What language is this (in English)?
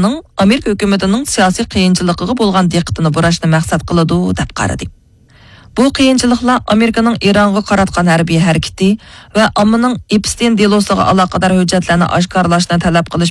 Uyghur